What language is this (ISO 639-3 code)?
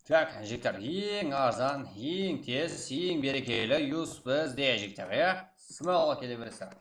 kaa